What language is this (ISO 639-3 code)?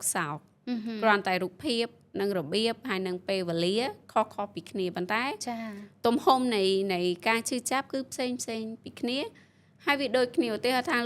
khm